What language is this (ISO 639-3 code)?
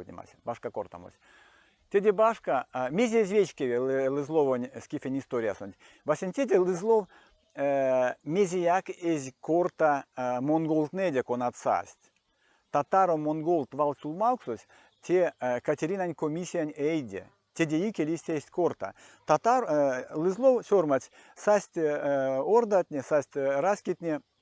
myv